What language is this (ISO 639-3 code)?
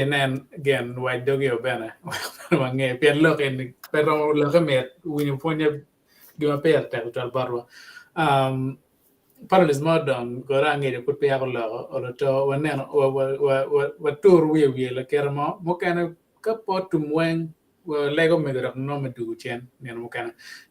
ach